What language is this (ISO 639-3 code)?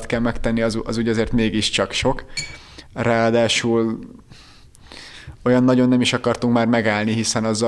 hun